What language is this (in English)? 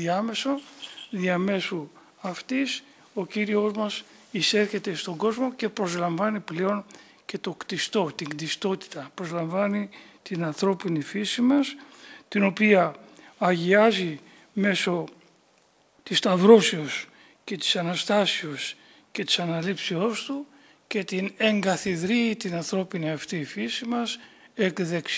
Greek